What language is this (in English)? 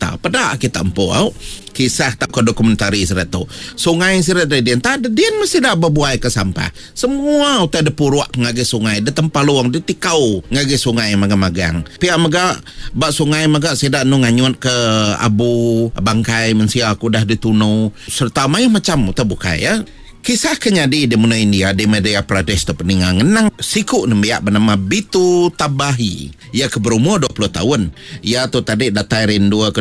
Iban